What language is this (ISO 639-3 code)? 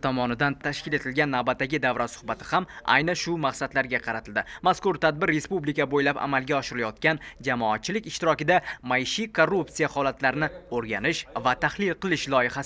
uzb